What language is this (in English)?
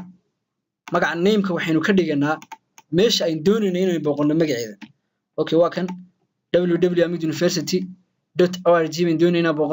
Somali